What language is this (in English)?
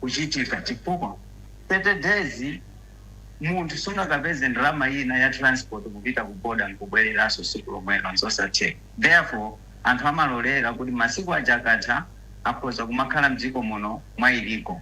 Nyanja